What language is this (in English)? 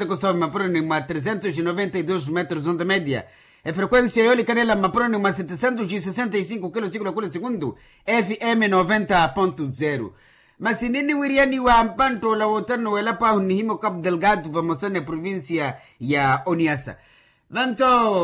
Makhuwa